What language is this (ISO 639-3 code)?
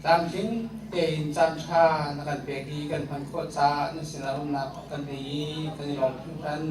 cnh